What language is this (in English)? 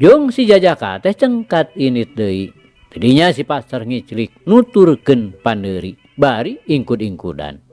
Sundanese